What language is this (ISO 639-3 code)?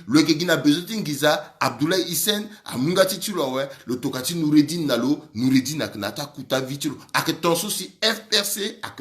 sag